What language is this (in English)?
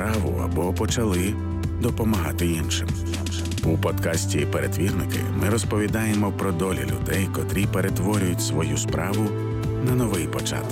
Ukrainian